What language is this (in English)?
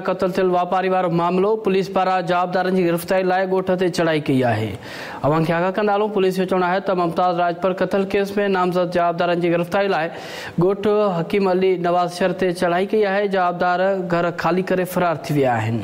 Sindhi